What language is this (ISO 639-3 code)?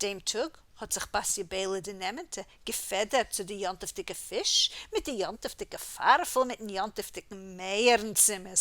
yid